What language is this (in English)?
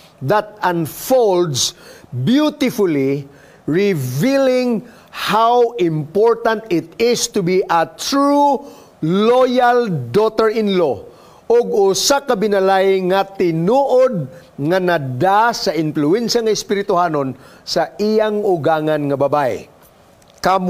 Cebuano